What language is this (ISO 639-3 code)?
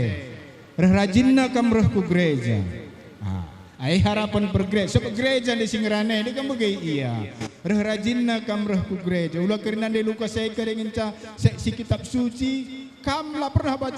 btx